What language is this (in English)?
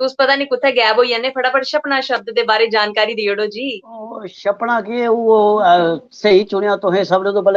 Dogri